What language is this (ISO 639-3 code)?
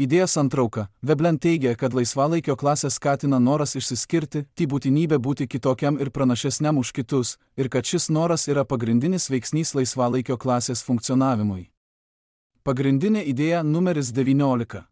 lit